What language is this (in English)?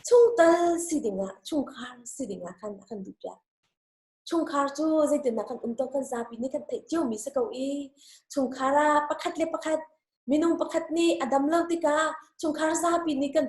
Hakha Chin